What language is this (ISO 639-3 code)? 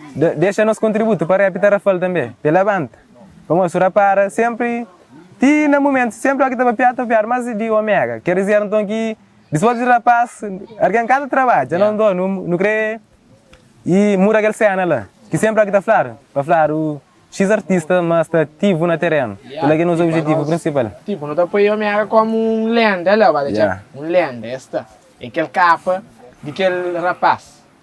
kea